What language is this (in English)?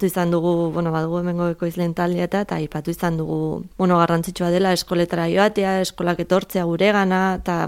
Basque